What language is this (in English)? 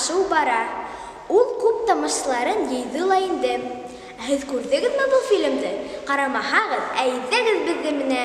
Bashkir